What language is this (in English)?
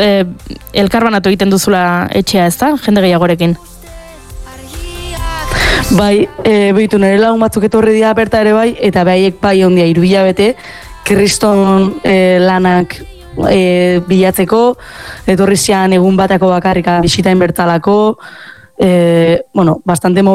Basque